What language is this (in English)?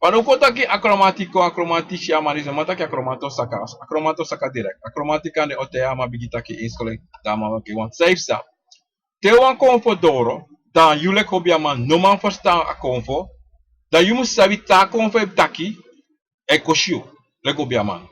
Sranan Tongo